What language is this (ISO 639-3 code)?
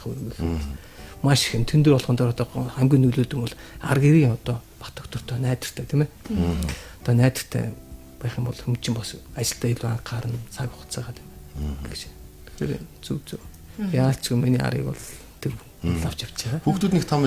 mon